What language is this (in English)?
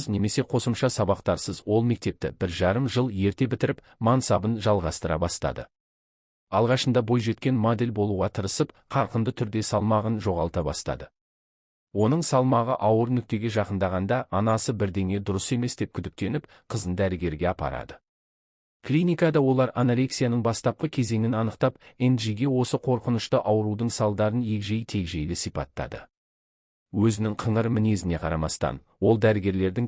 Kazakh